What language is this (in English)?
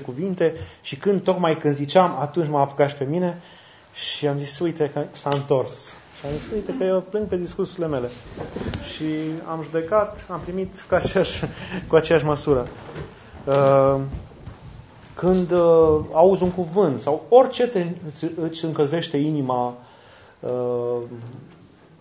Romanian